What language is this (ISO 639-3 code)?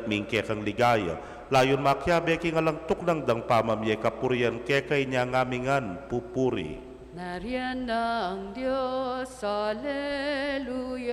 pam